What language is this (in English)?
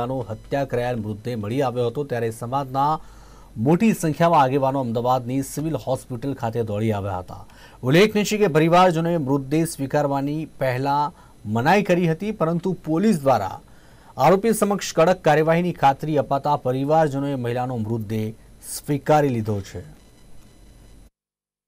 Gujarati